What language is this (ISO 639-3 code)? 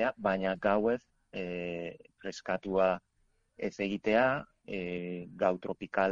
eus